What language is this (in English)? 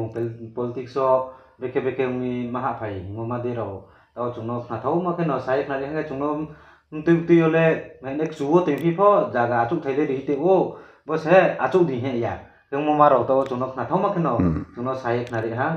Riang (India)